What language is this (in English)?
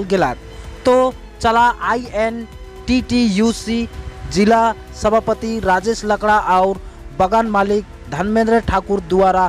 Sadri